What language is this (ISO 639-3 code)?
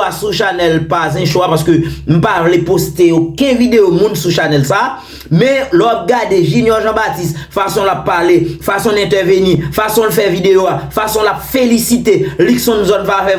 hat